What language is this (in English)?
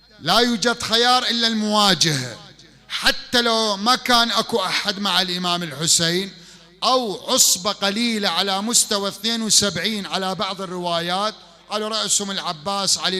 Mesopotamian Arabic